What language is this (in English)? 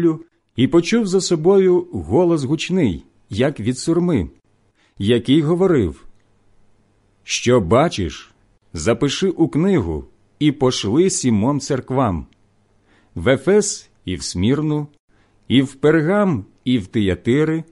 Ukrainian